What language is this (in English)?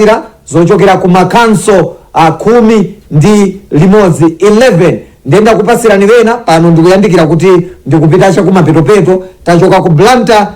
Nyanja